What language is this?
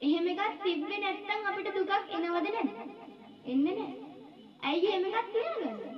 Sinhala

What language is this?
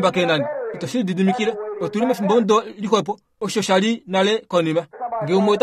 Kuanyama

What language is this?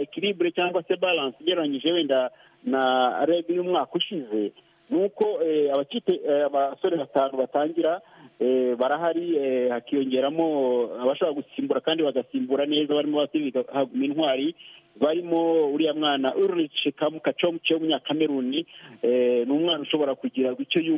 Kinyarwanda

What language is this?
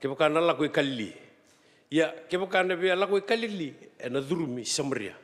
Fijian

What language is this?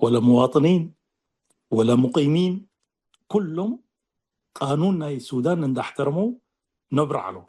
Tigre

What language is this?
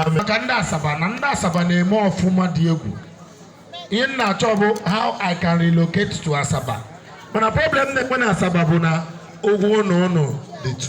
Igbo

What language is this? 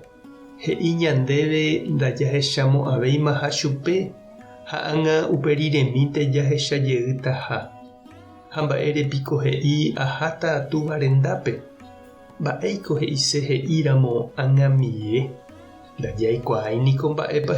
Guarani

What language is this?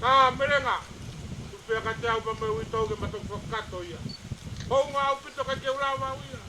Tongan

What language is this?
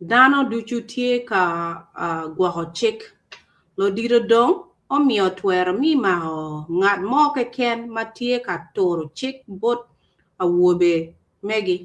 Acoli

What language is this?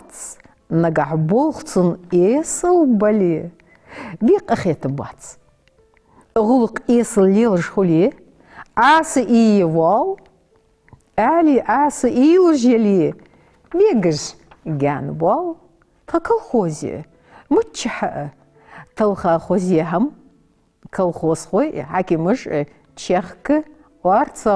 Ingush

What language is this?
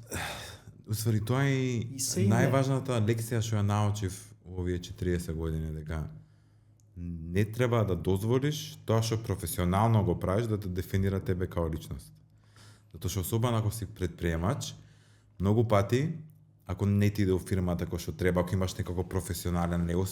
Macedonian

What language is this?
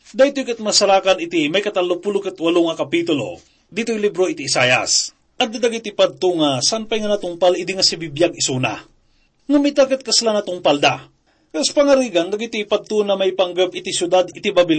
Iloko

